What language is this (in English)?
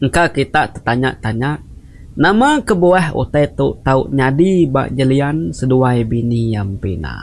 Iban